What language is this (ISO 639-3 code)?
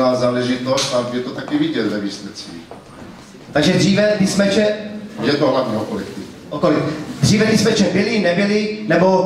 ces